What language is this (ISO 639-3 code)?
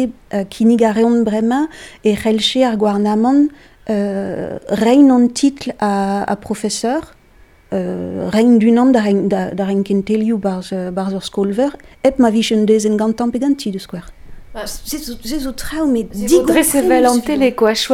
bre